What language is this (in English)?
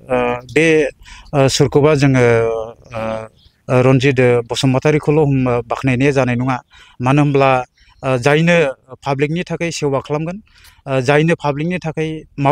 Bodo